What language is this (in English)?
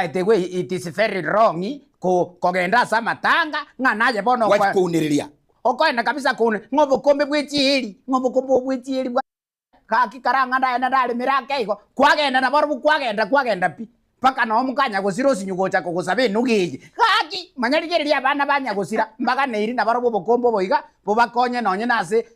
Gusii